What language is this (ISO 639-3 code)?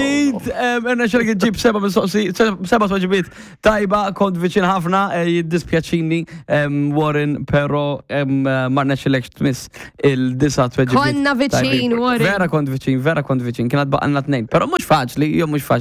mlt